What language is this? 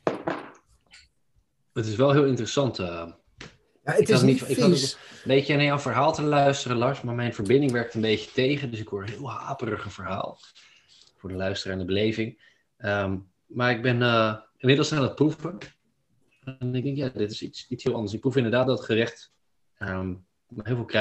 Dutch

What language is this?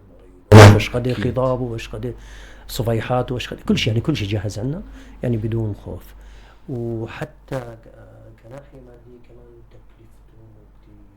North Levantine Arabic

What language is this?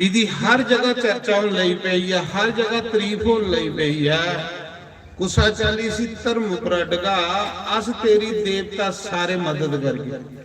Dogri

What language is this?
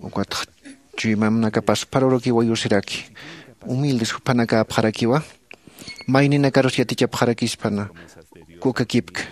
Aymara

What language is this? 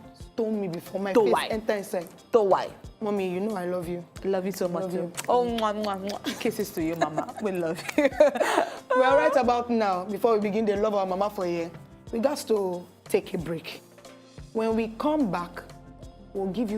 Nigerian Pidgin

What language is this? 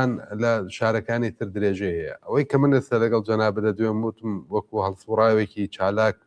Central Kurdish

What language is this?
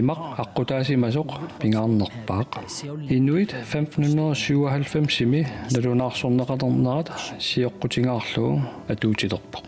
Kalaallisut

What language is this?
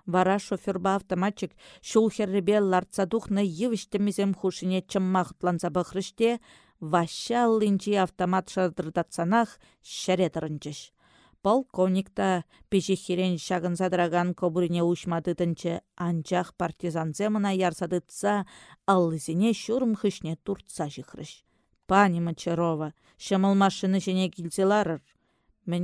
Chuvash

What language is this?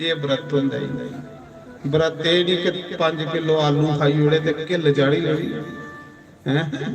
Dogri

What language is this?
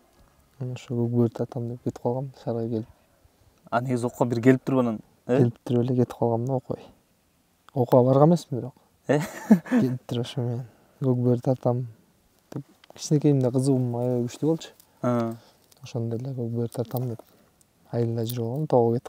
Kyrgyz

